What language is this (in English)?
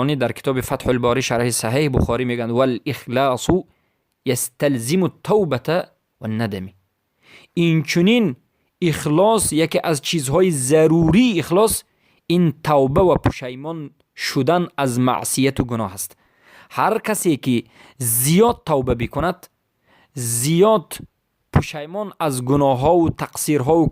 Persian